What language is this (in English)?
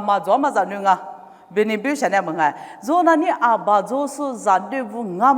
Lisu